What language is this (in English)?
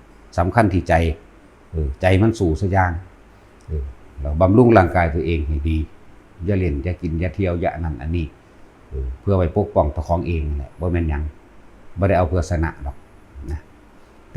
Northeastern Thai